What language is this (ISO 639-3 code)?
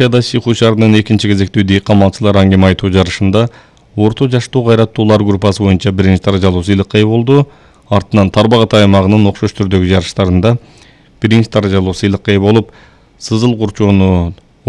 kir